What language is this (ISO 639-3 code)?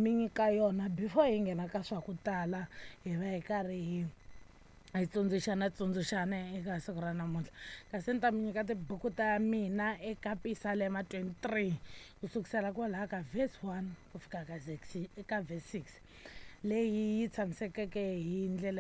tso